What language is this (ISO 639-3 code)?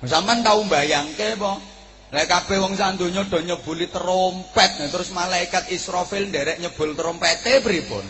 jav